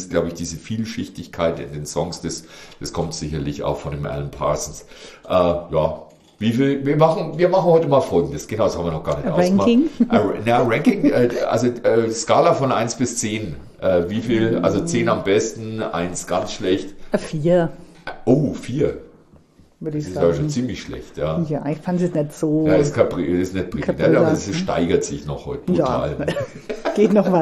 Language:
German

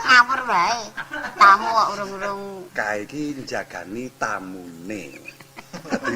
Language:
Javanese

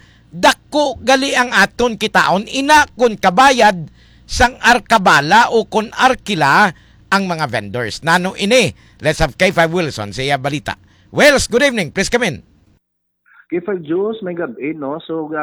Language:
Hiligaynon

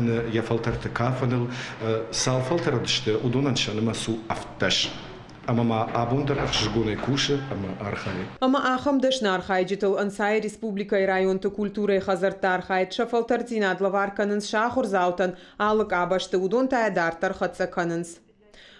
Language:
Ossetic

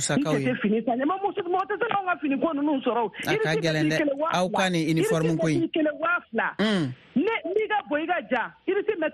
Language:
Bambara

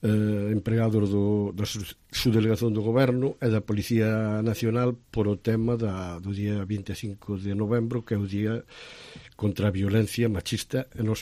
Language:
Galician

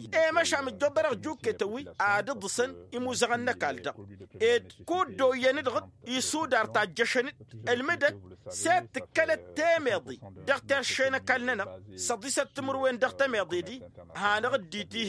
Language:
Tamasheq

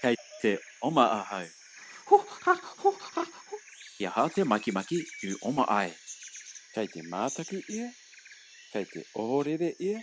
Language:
Māori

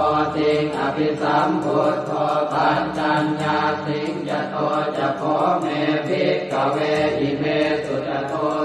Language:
Pali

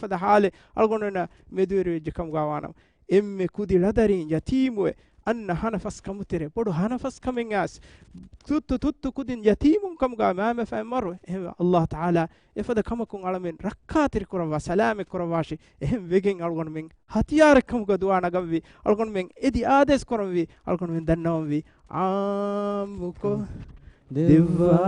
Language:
Divehi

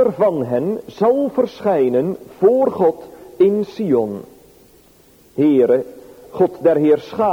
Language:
Dutch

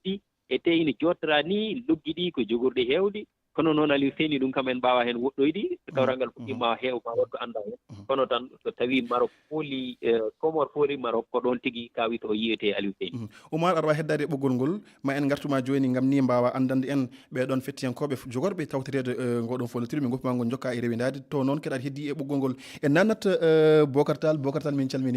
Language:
Fula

